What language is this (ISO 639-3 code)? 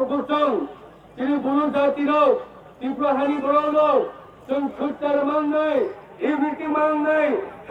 ria